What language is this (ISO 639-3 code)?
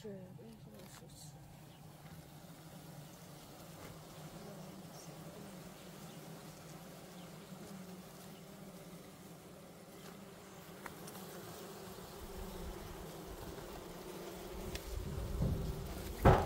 fas